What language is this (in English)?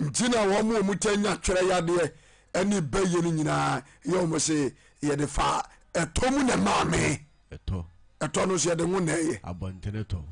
Akan